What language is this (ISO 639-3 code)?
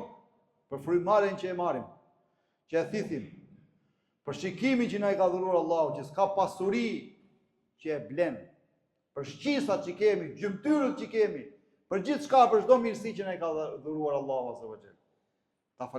sqi